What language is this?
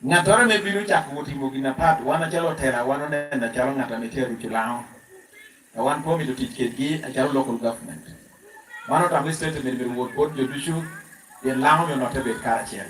Lango (Uganda)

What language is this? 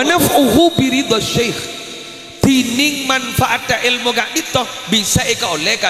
Madurese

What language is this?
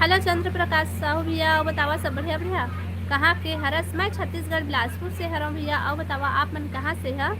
Chhattisgarhi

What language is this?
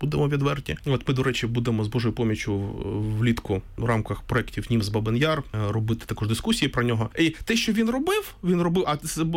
Ukrainian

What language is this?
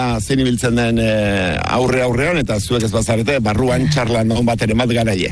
Basque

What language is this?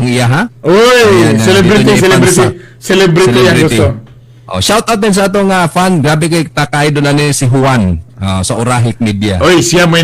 Cebuano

